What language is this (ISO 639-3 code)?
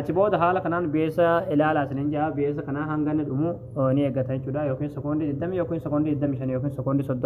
orm